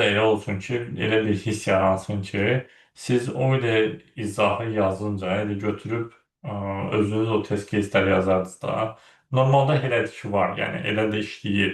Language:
Azerbaijani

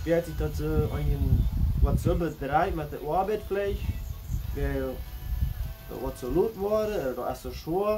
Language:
Plautdietsch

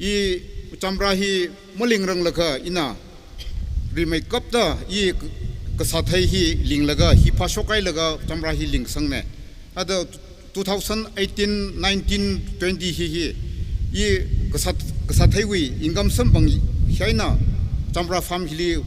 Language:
Tangkhul Naga (India)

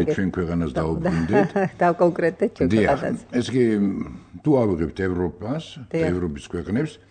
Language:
Georgian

